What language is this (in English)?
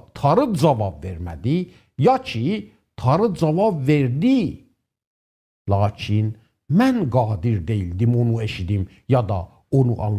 South Azerbaijani